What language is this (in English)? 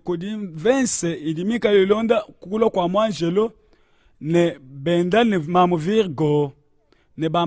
Luba-Lulua